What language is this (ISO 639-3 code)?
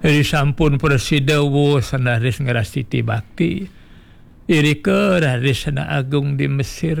ban